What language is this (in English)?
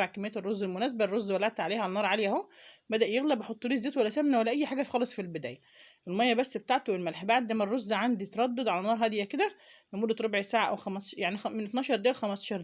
Egyptian Arabic